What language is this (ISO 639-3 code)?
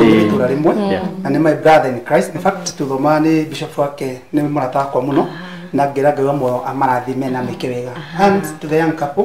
kik